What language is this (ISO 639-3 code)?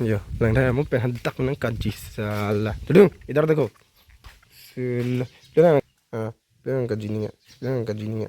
mjw